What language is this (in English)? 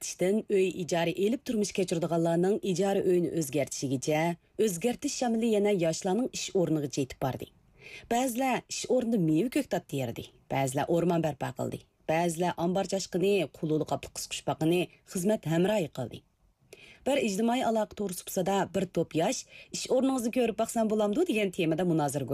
Uyghur